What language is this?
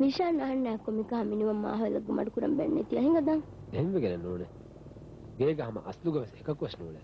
Divehi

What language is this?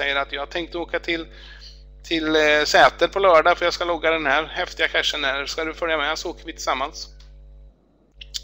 Swedish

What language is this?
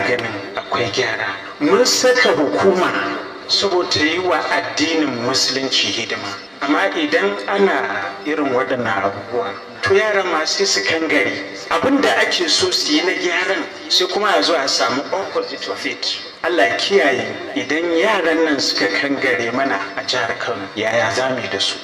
Hausa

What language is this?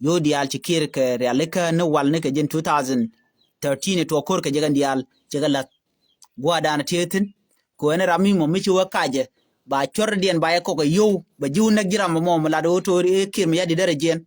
Nuer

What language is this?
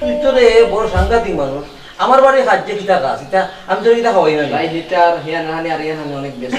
Sylheti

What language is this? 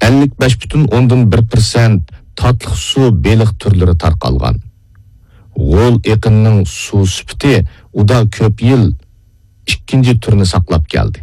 Uyghur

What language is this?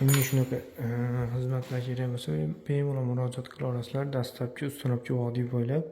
Uzbek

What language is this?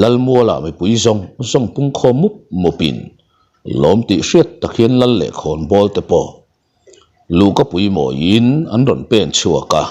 Mizo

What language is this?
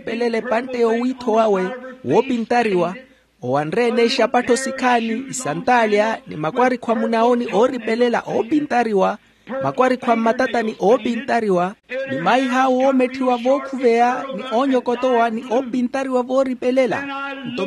Makhuwa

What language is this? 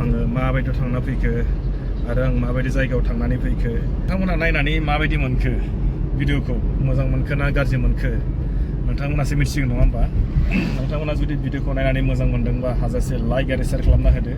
Bodo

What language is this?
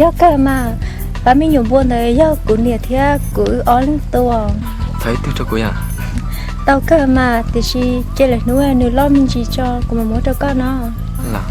Hmong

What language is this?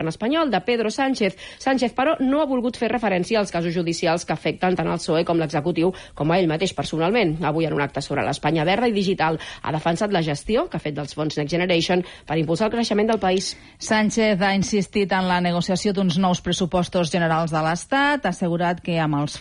Catalan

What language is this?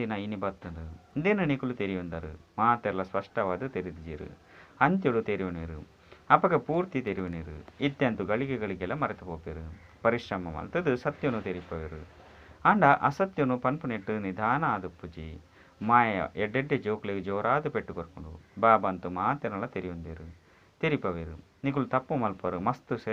Tulu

